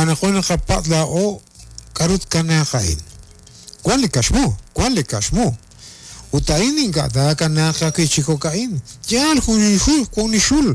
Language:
Kekchí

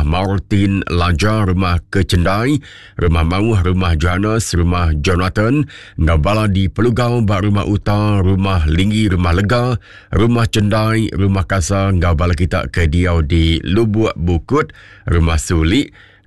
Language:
Iban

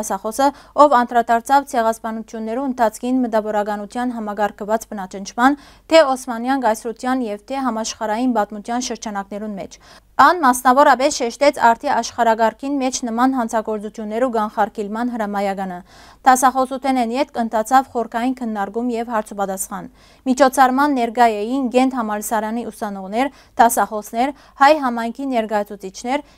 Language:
Western Armenian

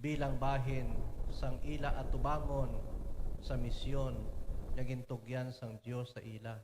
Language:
Hiligaynon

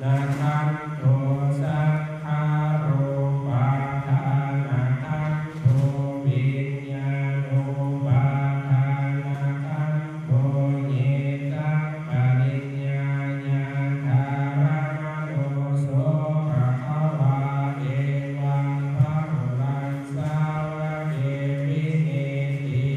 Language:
Pali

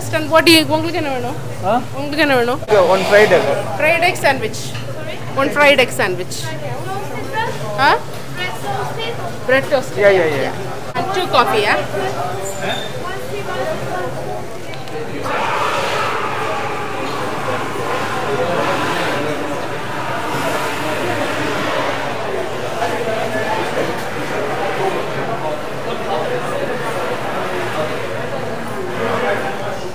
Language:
Tamil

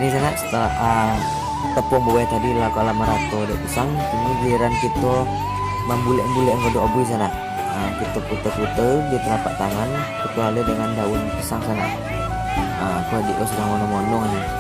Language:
Minangkabau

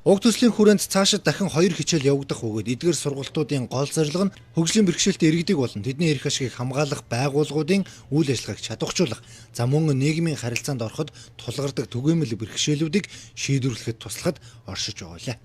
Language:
Mongolian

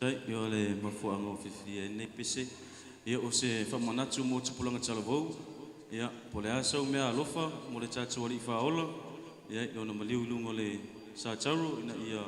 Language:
Samoan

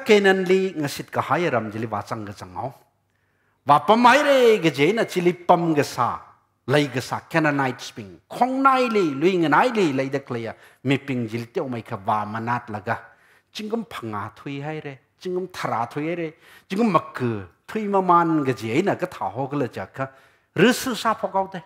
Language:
Tangkhul Naga (India)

